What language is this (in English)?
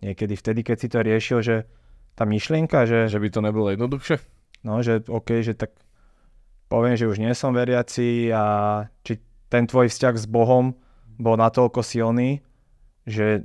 Slovak